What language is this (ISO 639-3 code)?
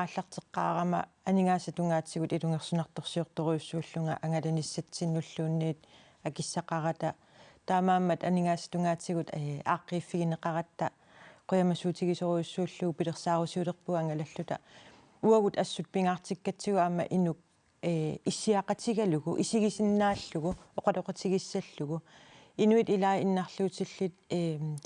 kal